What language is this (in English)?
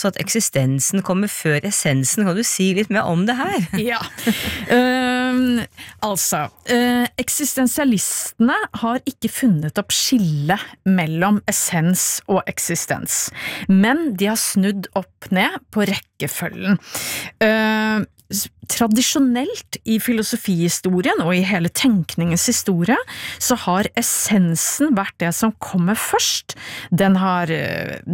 Norwegian